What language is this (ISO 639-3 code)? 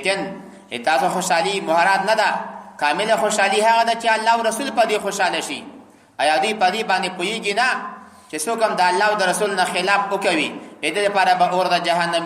pus